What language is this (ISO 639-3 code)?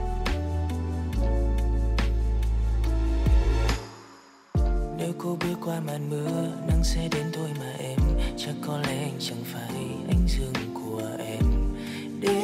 vie